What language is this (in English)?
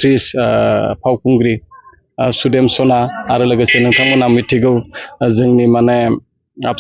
Bodo